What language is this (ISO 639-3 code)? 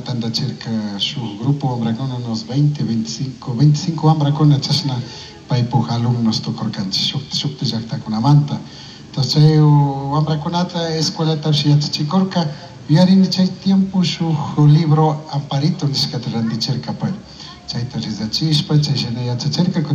qug